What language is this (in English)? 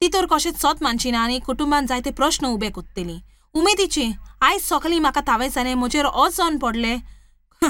Konkani